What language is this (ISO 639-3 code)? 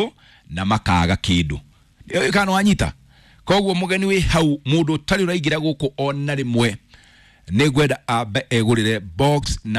kik